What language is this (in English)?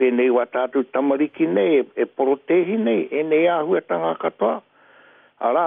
Māori